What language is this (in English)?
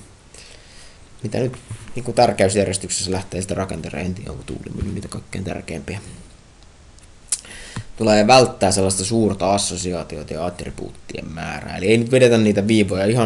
Finnish